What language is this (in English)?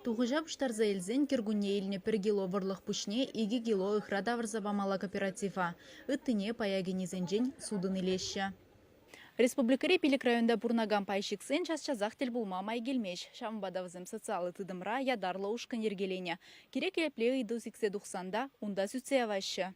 Chuvash